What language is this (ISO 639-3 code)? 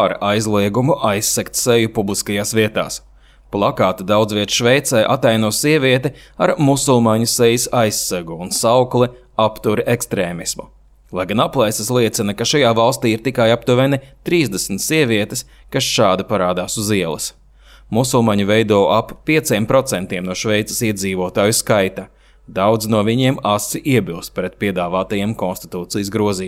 lav